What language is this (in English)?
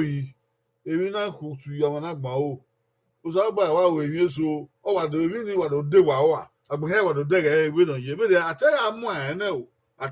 Bini